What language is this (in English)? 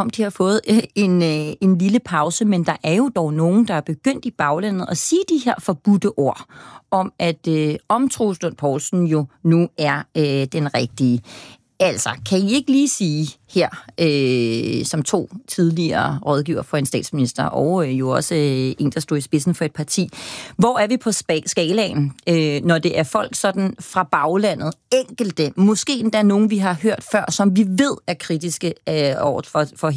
Danish